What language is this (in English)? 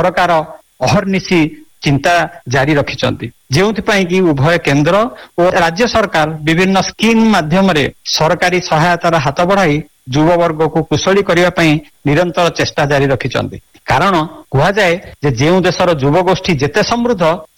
Odia